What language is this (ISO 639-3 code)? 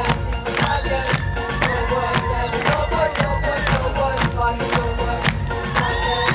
kbd